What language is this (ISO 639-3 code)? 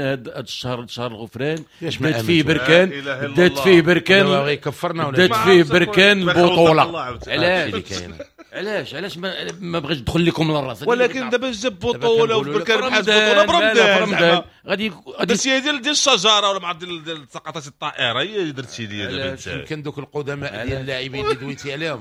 ary